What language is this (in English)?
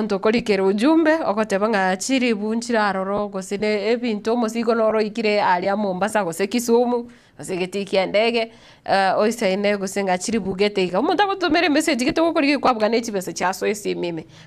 Gusii